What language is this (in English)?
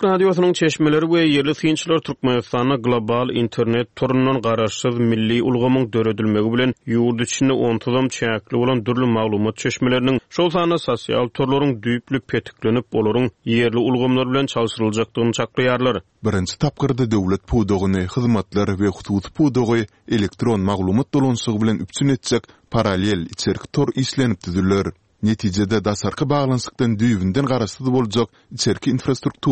Turkmen